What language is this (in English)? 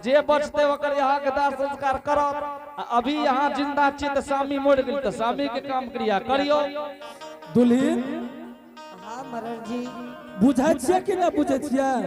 Angika